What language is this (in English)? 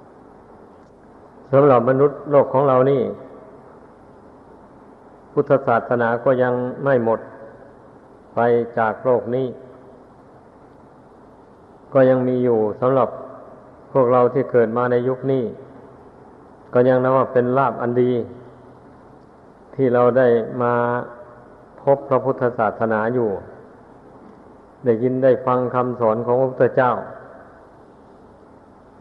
Thai